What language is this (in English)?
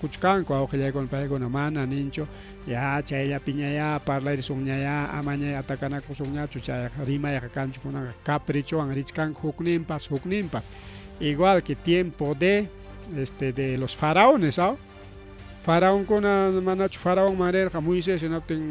Ayacucho Quechua